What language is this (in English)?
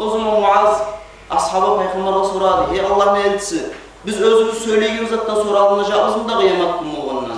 Kumyk